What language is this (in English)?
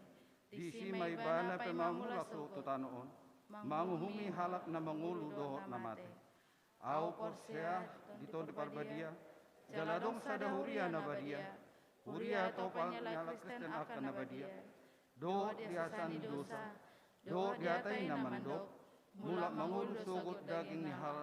Batak Toba